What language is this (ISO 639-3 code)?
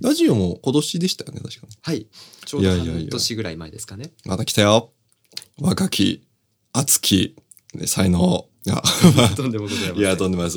jpn